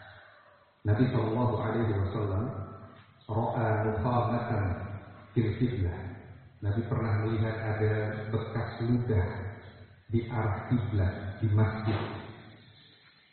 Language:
Indonesian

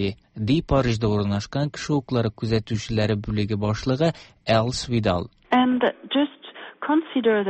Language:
Tatar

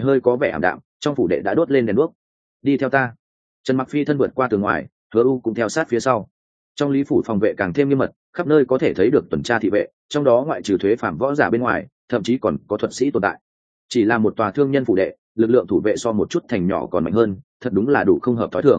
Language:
Vietnamese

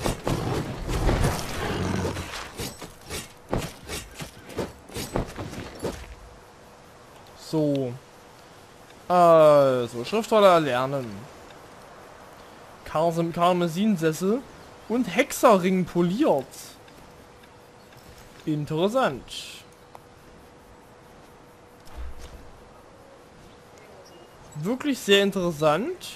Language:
German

